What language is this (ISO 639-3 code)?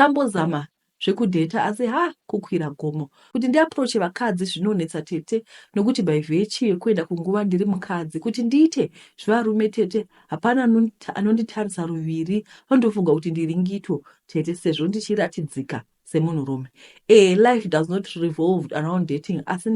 sna